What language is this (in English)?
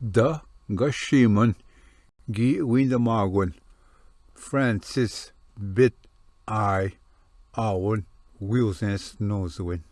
Ojibwa